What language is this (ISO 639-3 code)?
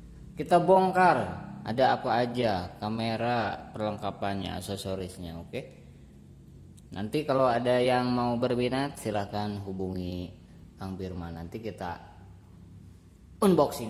ind